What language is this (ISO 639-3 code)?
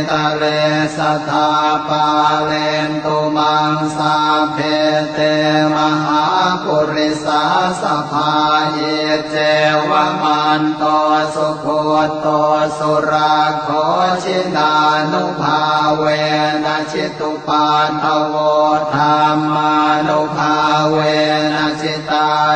pli